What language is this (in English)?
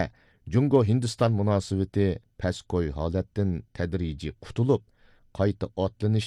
Uyghur